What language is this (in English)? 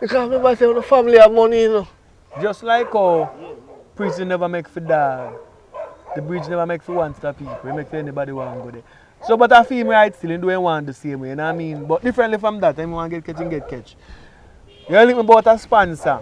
Jamaican Creole English